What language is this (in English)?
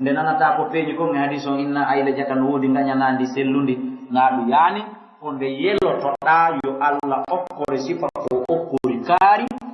Fula